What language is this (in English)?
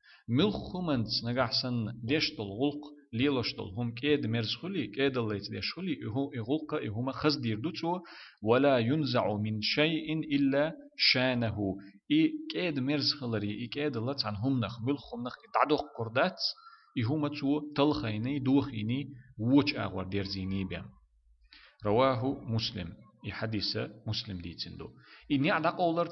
Chechen